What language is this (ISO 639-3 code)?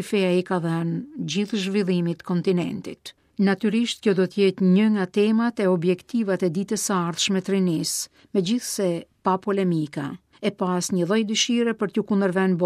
sqi